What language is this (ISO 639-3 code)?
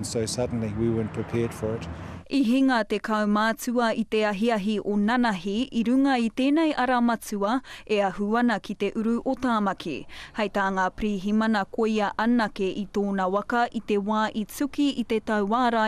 mri